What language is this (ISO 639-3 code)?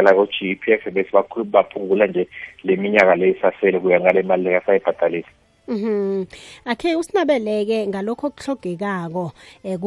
nbl